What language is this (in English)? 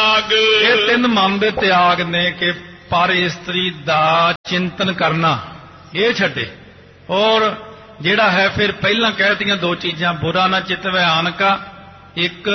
Punjabi